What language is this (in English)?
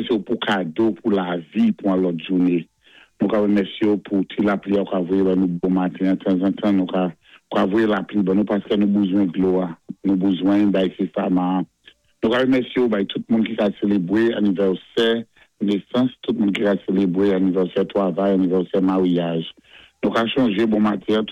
Saint Lucian Creole French